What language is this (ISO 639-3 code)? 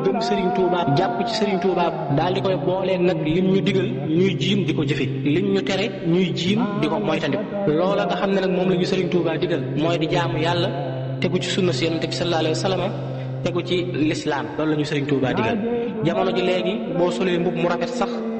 wol